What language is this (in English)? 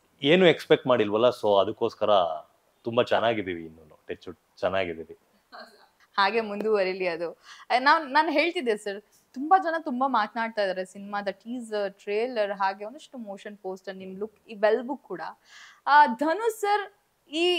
Kannada